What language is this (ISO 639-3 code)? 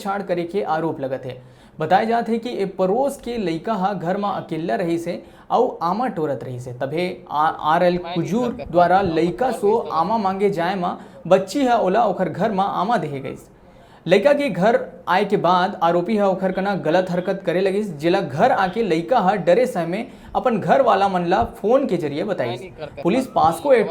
hne